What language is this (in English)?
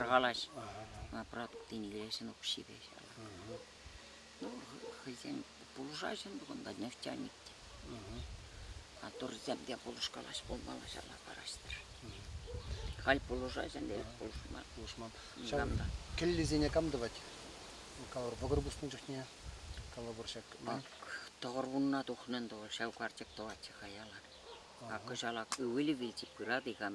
Chuvash